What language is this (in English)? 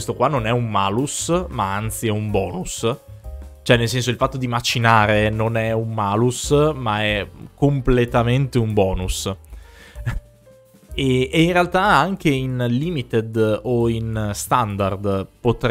Italian